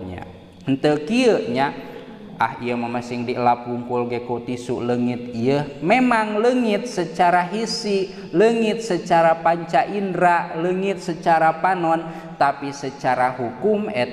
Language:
Sundanese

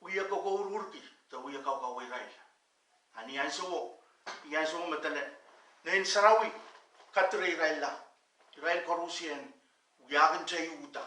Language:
Pohnpeian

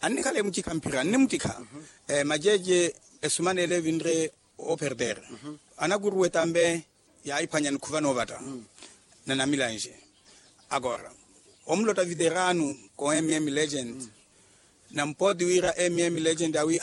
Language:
Makhuwa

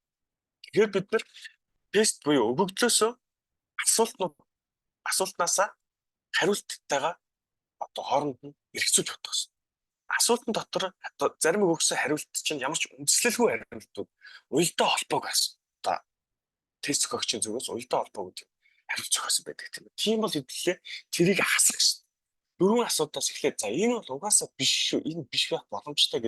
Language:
Mongolian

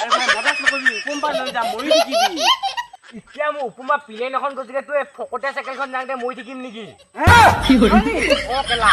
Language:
Assamese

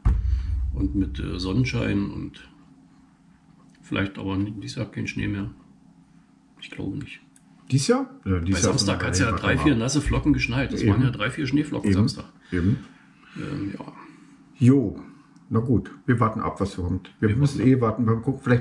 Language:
German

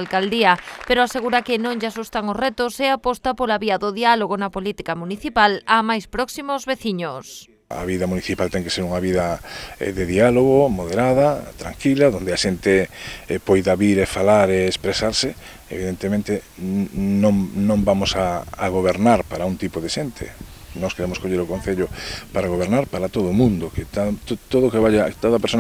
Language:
Galician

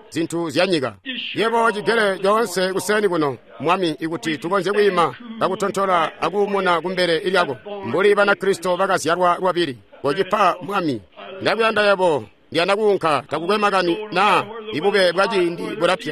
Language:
Tonga (Zambia)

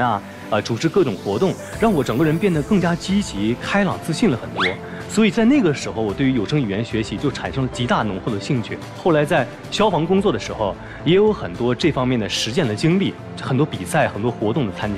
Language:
Chinese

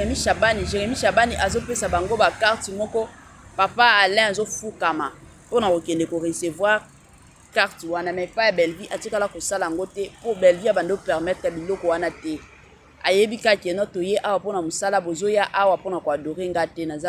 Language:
Lingala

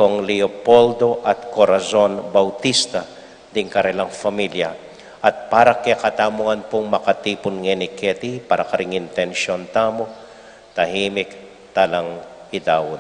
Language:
Pampanga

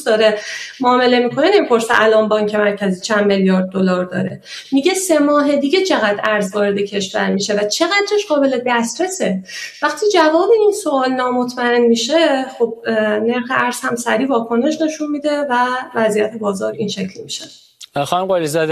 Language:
Persian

